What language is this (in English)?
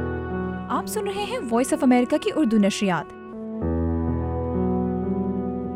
Urdu